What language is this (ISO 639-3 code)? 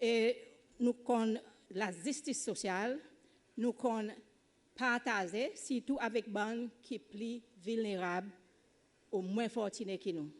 crs